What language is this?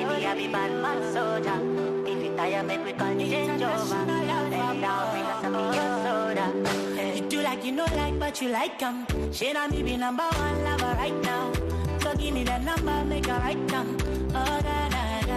Tongan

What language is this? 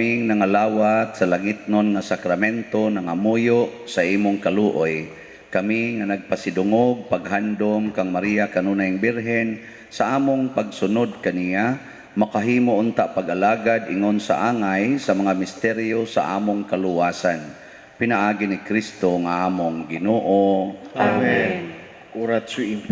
Cebuano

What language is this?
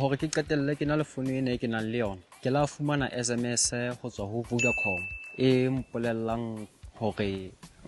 Southern Sotho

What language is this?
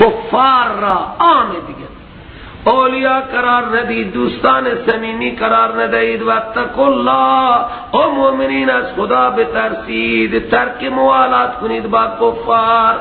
Persian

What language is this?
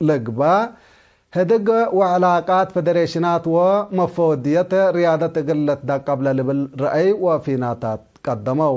Tigre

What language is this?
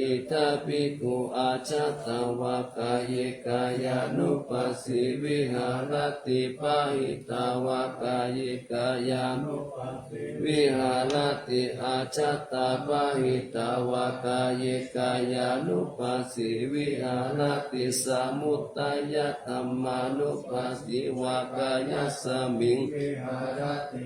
Pali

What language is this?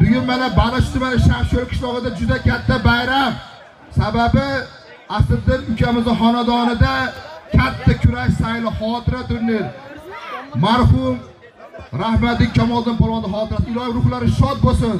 Uzbek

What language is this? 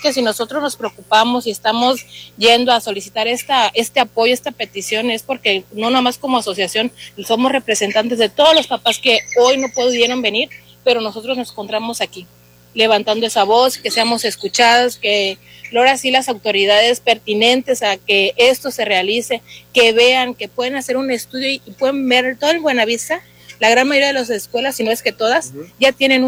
Spanish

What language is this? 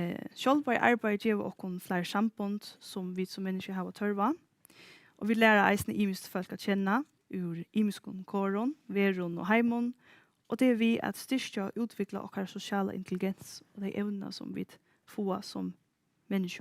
Faroese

